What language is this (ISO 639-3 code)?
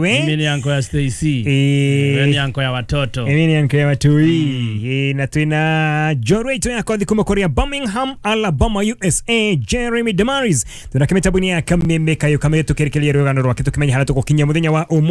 kik